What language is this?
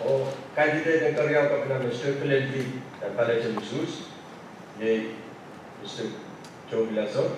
Pohnpeian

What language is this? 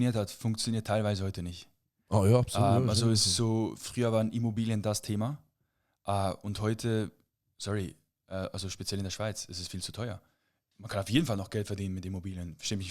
Swiss German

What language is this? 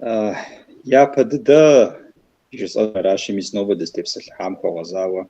Kabardian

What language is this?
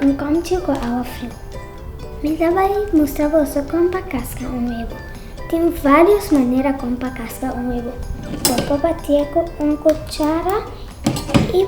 Papiamento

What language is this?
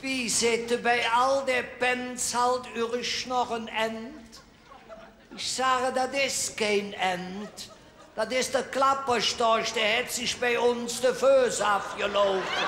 Colognian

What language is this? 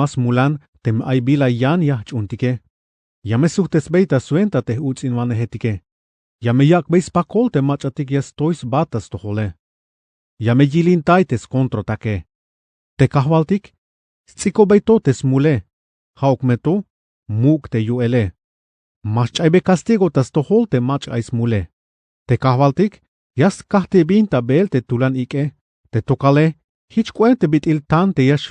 Tzeltal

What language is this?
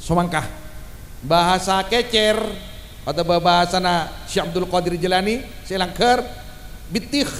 Madurese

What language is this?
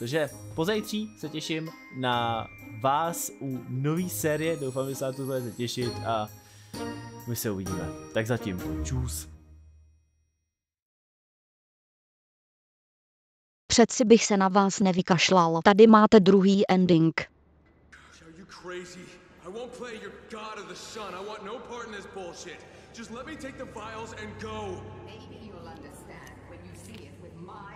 Czech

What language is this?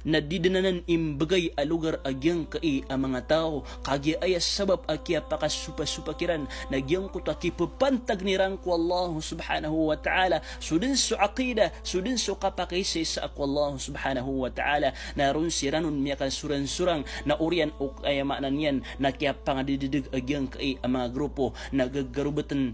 Maranao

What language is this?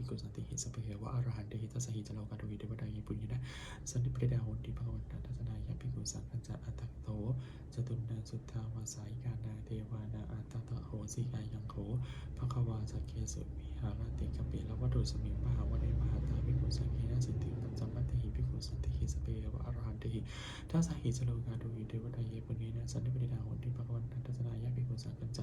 Pali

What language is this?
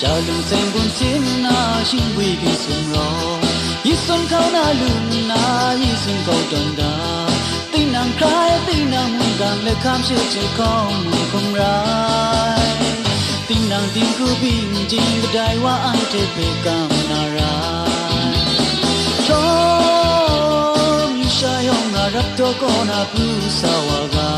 Kachin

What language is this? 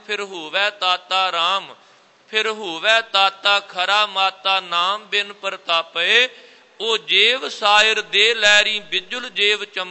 Punjabi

